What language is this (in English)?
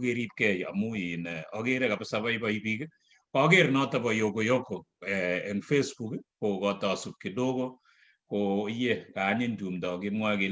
Kalenjin